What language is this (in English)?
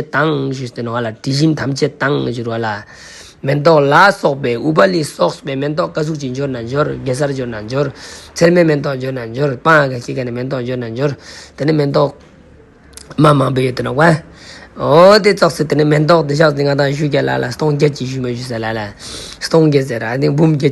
Ladakhi